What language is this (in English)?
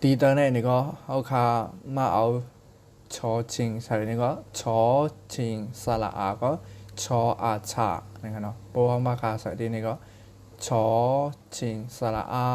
Shan